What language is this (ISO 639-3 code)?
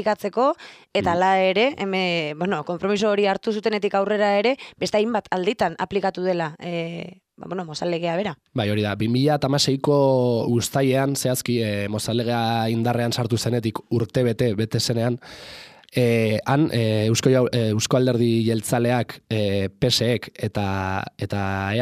eus